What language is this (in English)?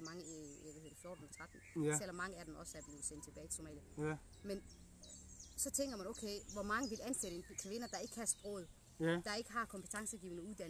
Danish